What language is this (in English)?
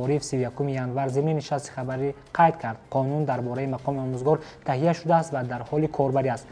Tajik